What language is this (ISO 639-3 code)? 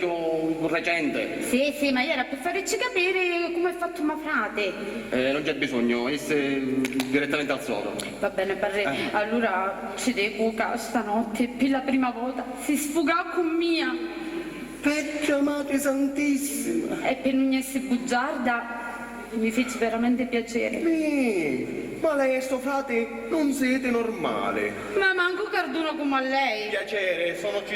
scn